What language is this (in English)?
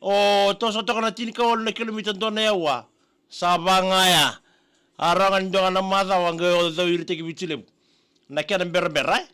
Fijian